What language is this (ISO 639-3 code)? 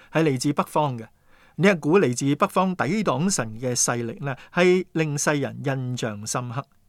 yue